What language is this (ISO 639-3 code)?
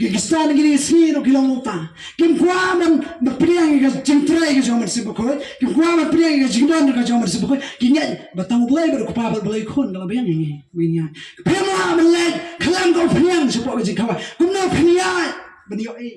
kha